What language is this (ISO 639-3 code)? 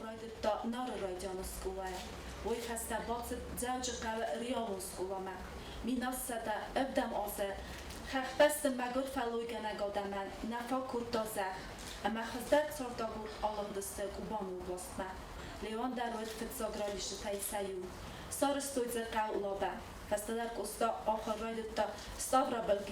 oss